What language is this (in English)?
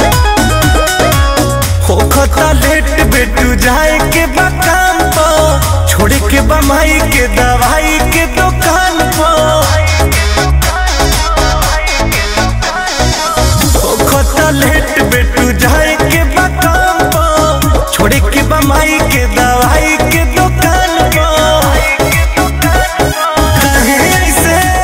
Bhojpuri